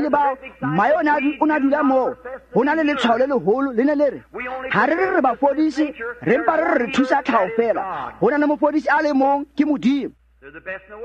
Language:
Tswana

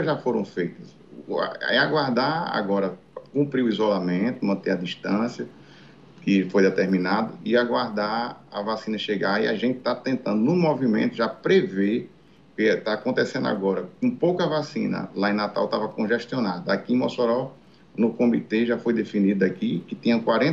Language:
Portuguese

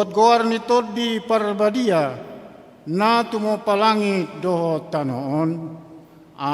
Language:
Batak Toba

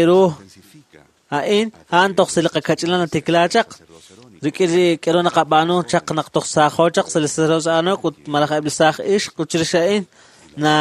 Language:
Kekchí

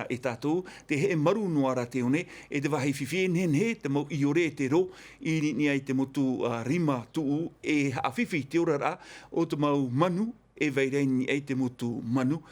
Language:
Tahitian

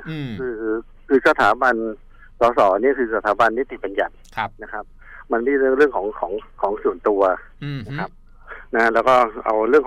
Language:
Thai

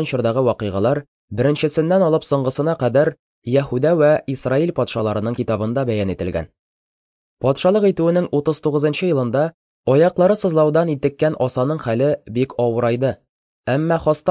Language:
Tatar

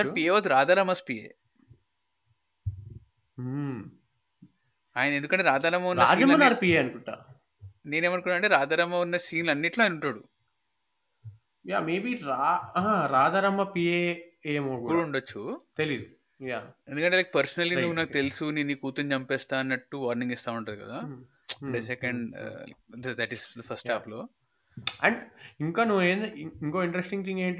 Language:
Telugu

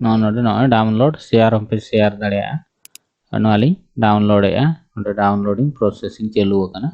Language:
Santali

